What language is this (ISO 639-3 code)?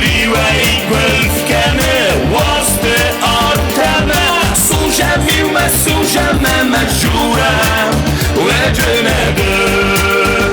oss